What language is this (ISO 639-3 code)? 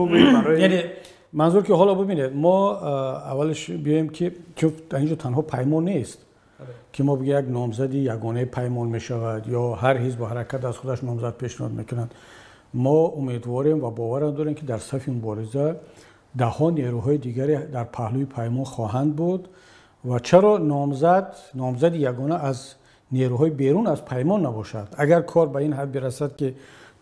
tgk